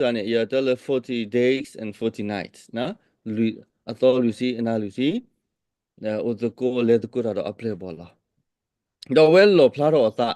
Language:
S'gaw Karen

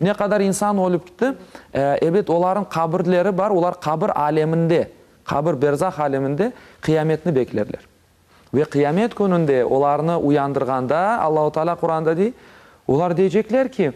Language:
Crimean Tatar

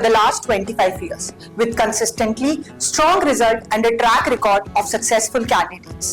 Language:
Dogri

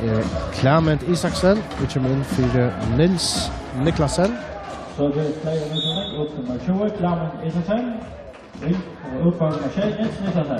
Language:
Faroese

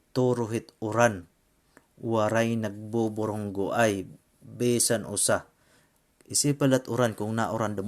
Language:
Waray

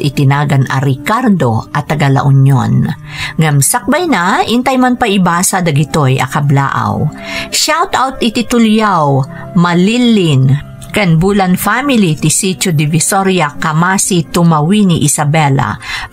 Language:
Iloko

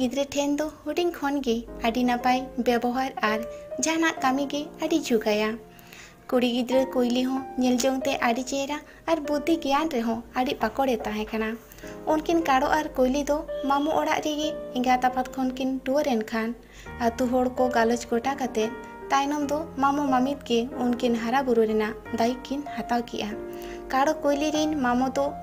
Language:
Santali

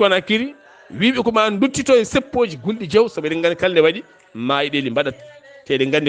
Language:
Fula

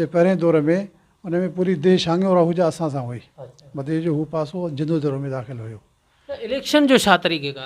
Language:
Sindhi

